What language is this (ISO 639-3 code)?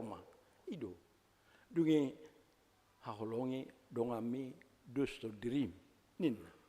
bbc